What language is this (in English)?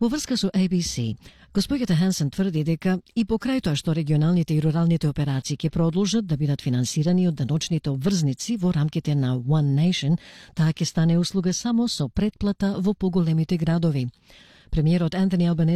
Macedonian